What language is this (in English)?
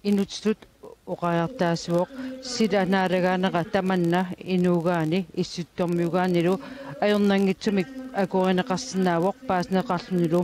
Kalaallisut